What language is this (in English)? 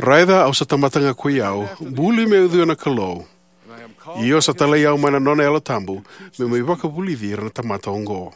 Fijian